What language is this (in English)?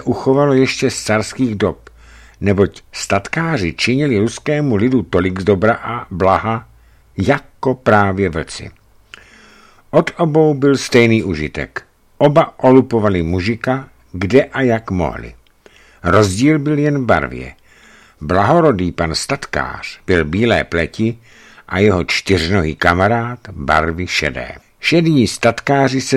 Czech